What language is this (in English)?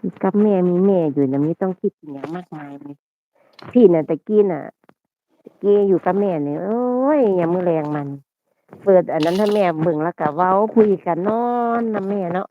Northeastern Thai